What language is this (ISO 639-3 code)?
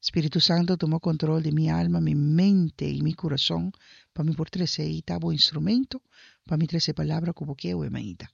pap